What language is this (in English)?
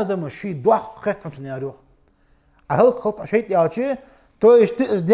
Ingush